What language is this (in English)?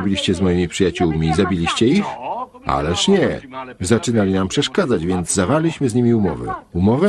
Polish